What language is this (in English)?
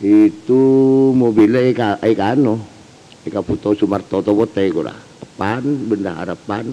Madurese